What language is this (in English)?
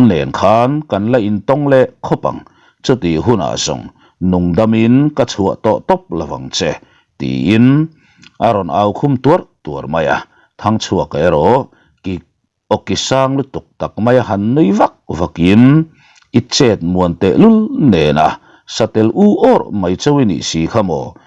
Mizo